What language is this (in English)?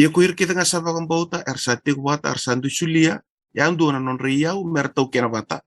Fijian